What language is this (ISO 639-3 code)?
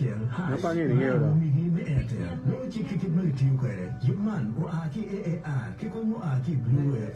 ach